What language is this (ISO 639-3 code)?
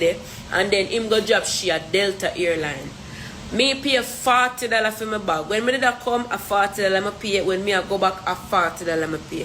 jam